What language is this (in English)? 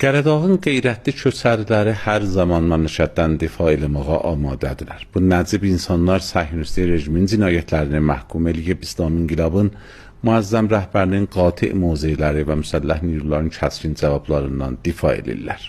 South Azerbaijani